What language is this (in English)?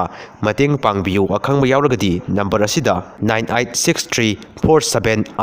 Manipuri